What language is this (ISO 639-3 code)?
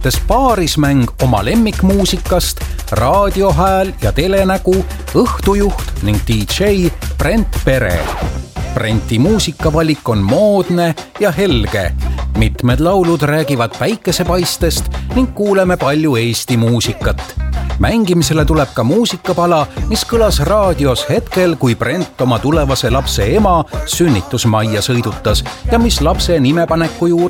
est